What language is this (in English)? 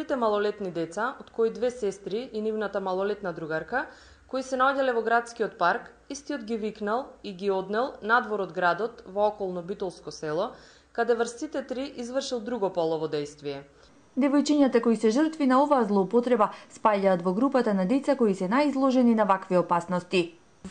Macedonian